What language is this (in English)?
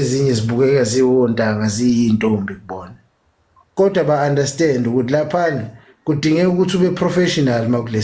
Zulu